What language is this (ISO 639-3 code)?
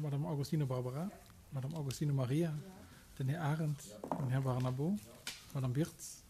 ltz